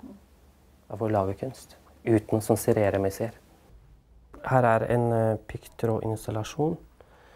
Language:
Norwegian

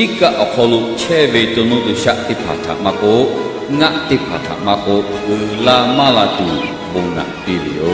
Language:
Lahu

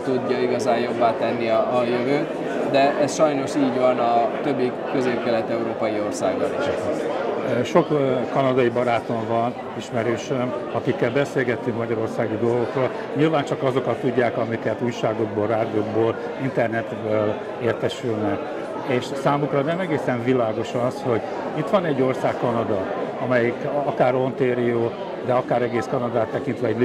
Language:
Hungarian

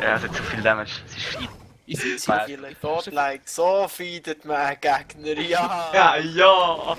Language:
Swiss German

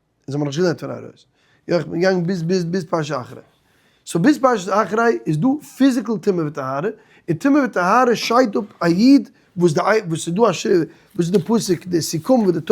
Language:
Yiddish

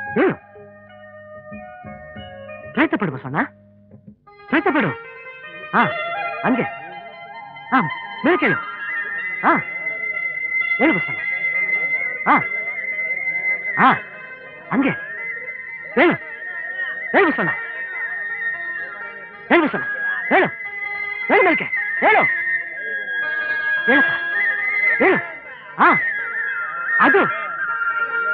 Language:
Kannada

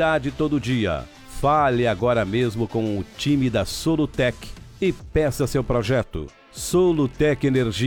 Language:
Portuguese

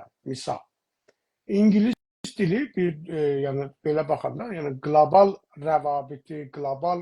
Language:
South Azerbaijani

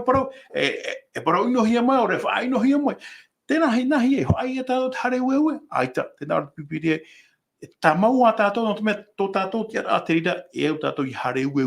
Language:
Tahitian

